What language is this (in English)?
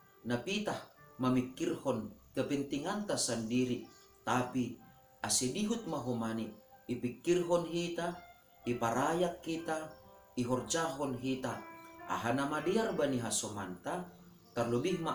Batak Simalungun